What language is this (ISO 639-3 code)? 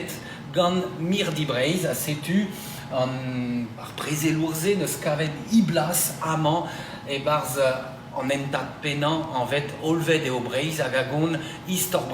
bre